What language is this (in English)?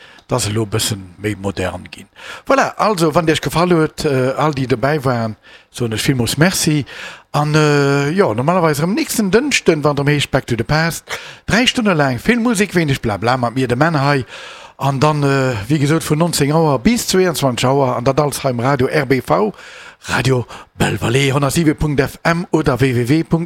Luxembourgish